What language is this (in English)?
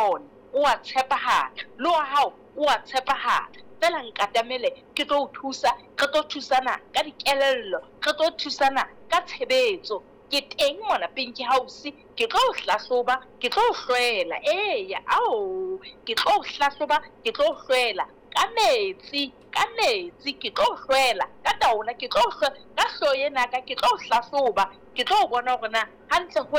Southern Sotho